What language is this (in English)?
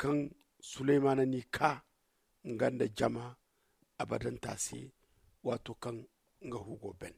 Zarma